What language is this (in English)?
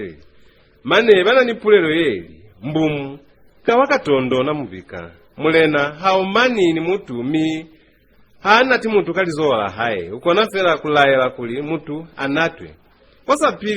Lozi